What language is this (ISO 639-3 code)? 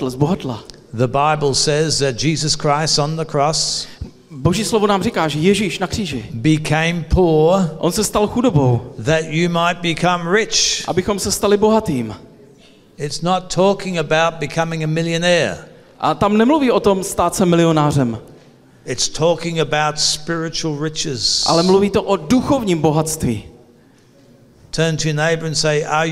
ces